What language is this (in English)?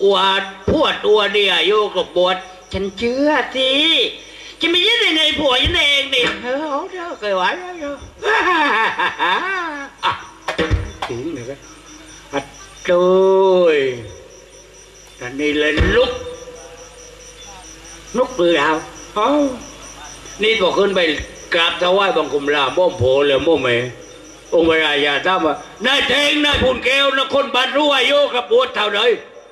Thai